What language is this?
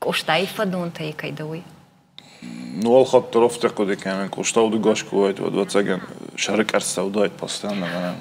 Ossetic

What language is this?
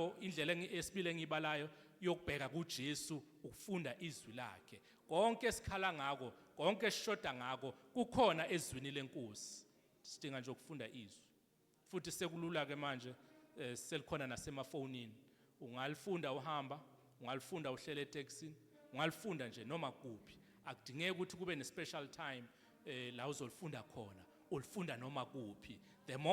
Zulu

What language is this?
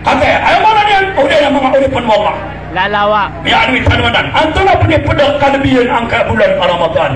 Maranao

